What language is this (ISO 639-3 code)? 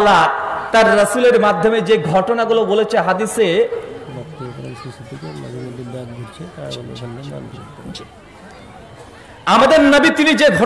ben